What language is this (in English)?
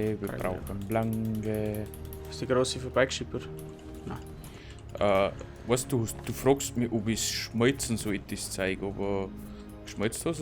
Bavarian